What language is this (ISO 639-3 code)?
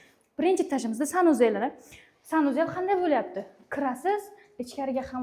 uzb